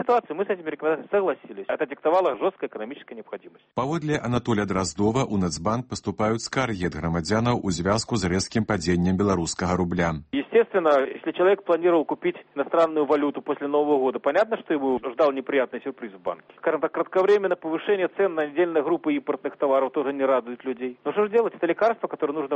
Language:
Belarusian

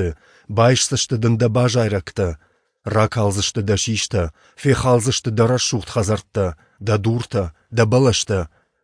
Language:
Ossetic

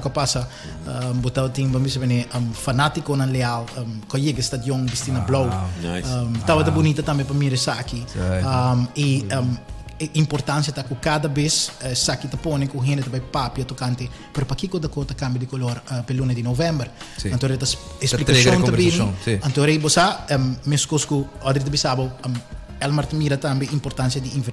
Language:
Papiamento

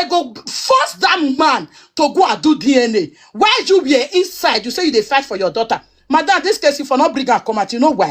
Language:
Nigerian Pidgin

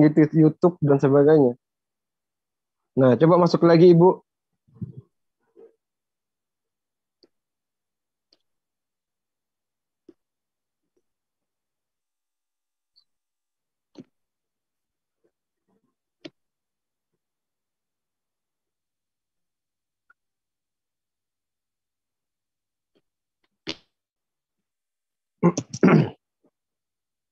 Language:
Indonesian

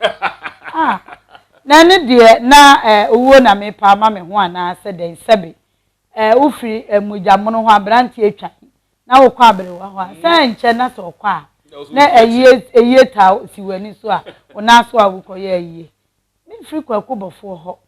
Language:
Akan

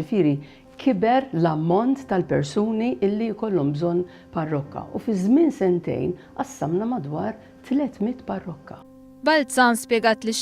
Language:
Maltese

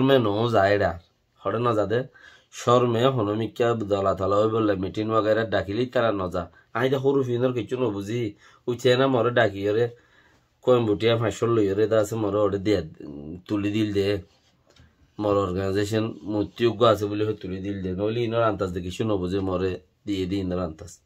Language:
Rohingya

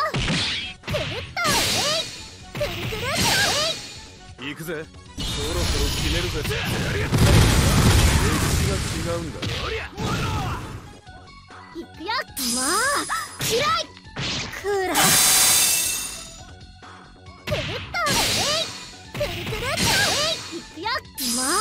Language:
Japanese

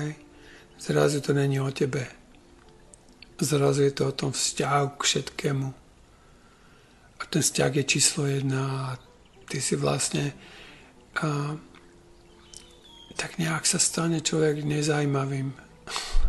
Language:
Slovak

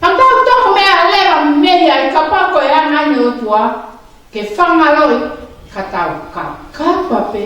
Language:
Tongan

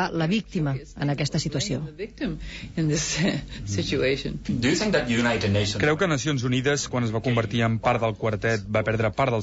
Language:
Catalan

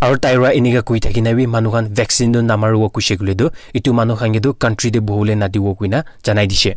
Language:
Naga Pidgin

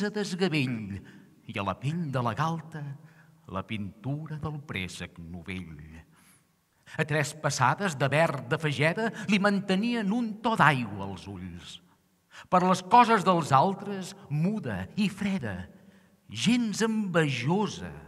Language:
Catalan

